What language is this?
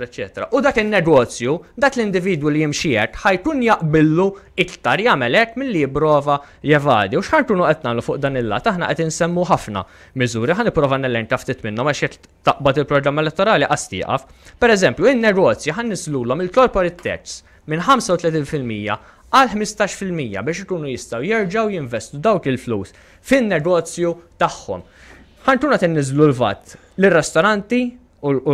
Maltese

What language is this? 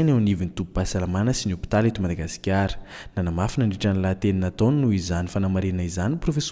Malagasy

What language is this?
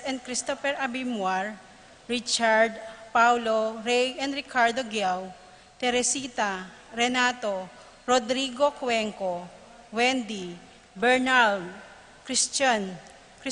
Pampanga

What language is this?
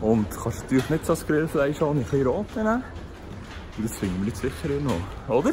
Swiss German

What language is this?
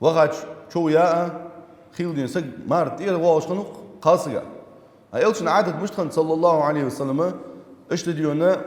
Ingush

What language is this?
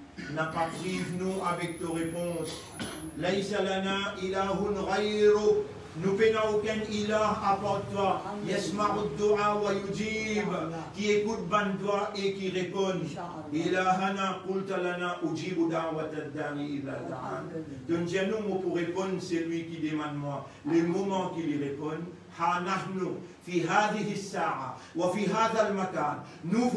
Morisyen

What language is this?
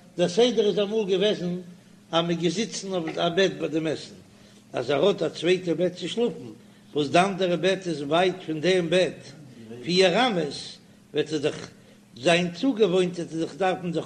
Yiddish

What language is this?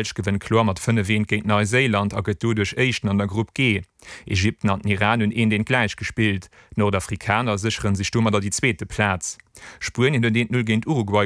Luxembourgish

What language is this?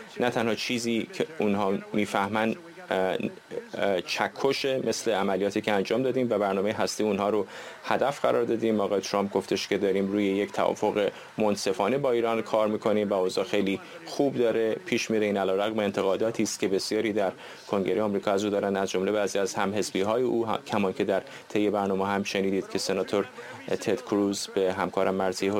Persian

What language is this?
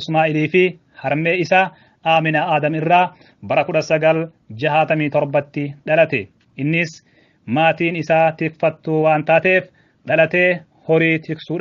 Oromo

